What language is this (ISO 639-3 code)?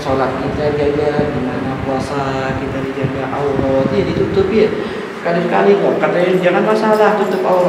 ind